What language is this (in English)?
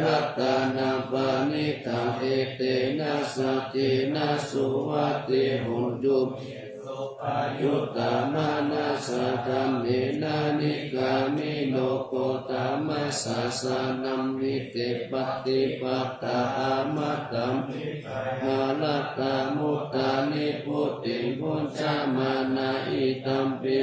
Pali